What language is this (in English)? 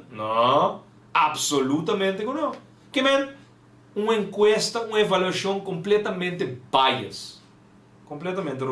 Papiamento